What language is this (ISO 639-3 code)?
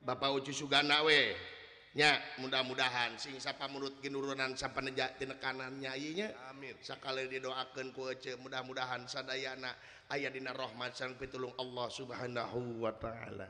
sun